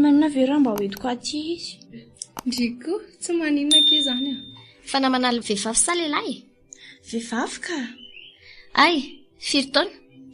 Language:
Malagasy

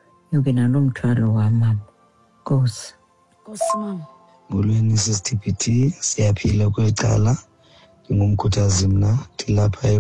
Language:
Xhosa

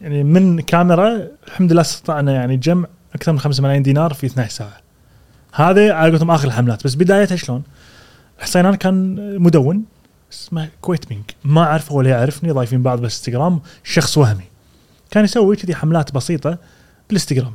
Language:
Gulf Arabic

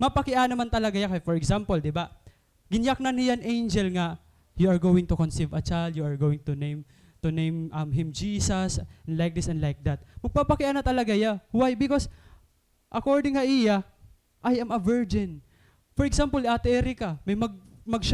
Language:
Waray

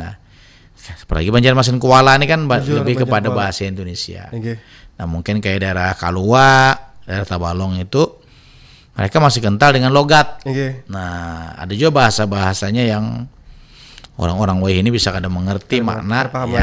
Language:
Banjar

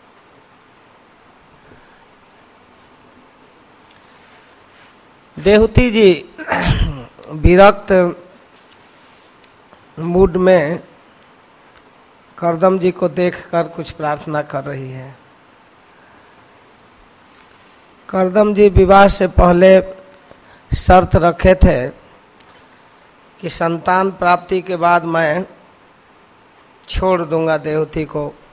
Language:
Hindi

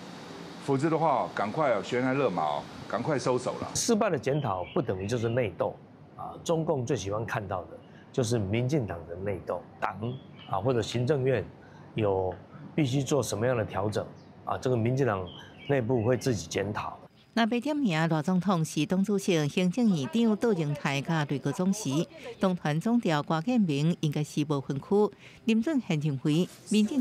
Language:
Min Nan Chinese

